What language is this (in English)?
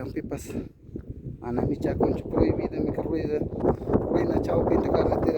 Ayacucho Quechua